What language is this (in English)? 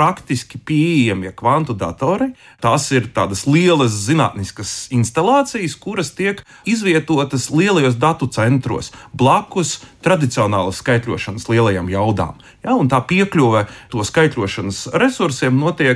Latvian